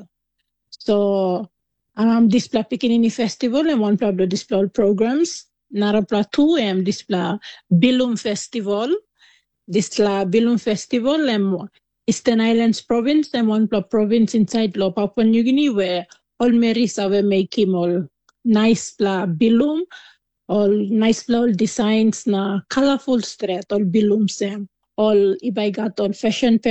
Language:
Tok Pisin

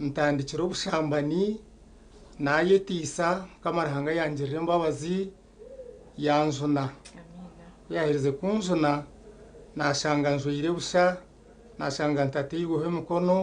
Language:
Nyankole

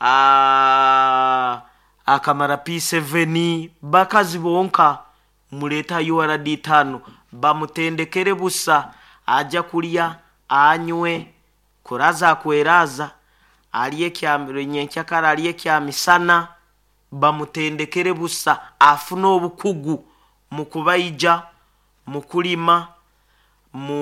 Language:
Nyoro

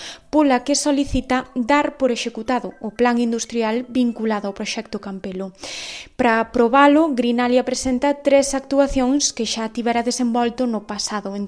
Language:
Galician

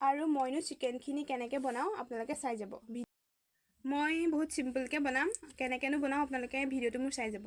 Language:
Assamese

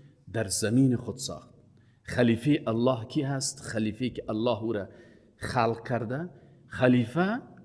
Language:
Persian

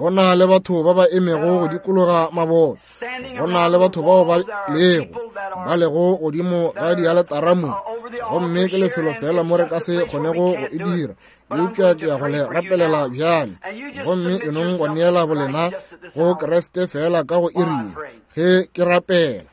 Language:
Northern Sotho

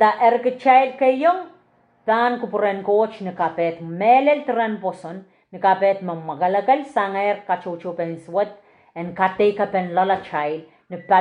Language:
Pohnpeian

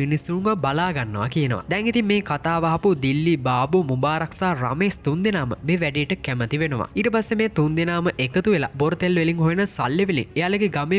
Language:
Sinhala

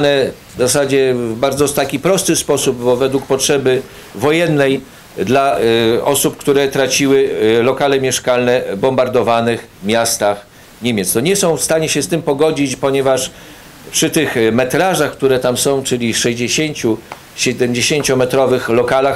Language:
Polish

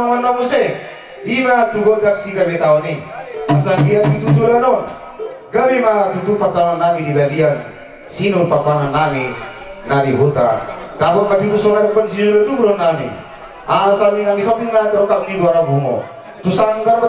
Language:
Batak Toba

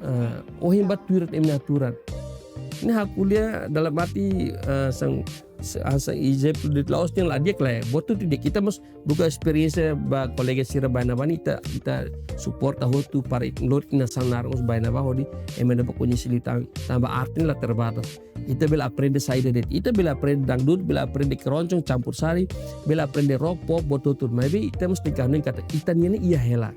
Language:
Tetum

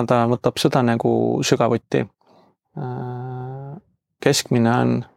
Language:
Estonian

